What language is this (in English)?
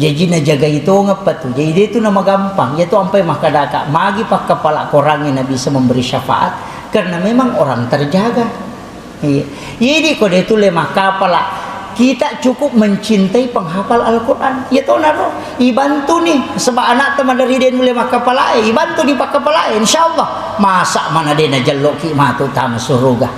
Buginese